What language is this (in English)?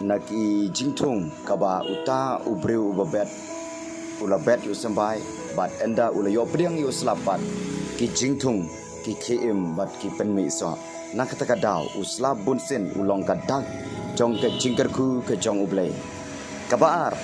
Khasi